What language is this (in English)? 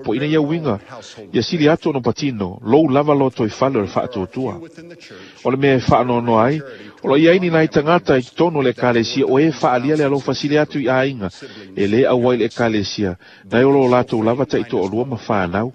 Samoan